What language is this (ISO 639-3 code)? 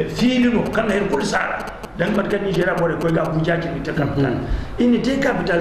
dje